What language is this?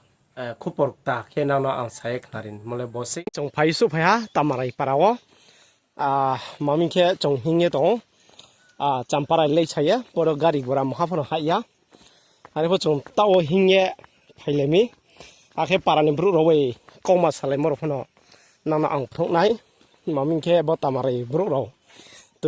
Riang (India)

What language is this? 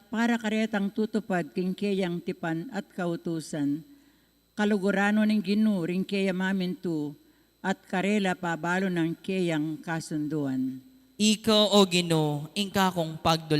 Pampanga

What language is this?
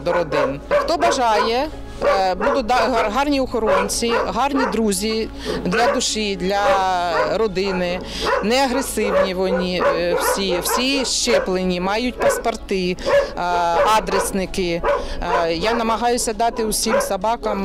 Ukrainian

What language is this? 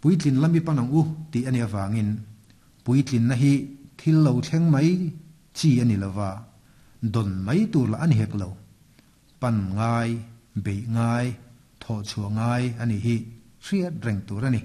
Mizo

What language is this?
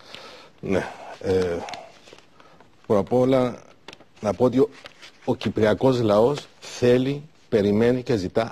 Greek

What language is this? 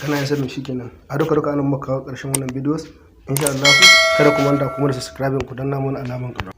Hausa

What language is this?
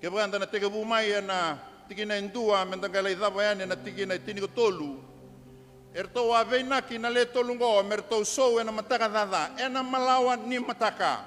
Fijian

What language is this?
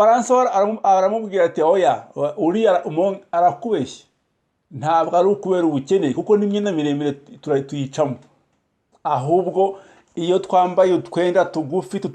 Kinyarwanda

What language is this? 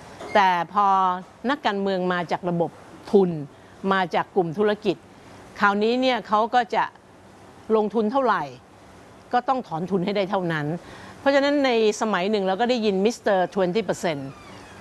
Thai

